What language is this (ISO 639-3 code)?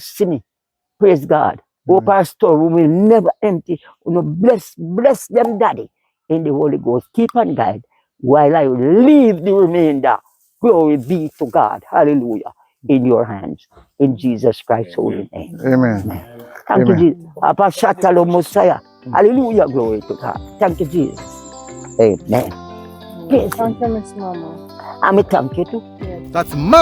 jam